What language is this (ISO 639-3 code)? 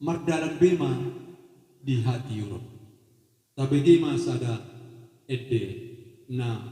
bbc